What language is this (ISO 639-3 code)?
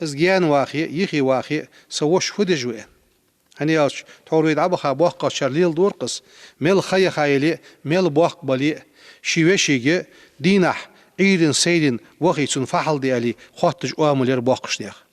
inh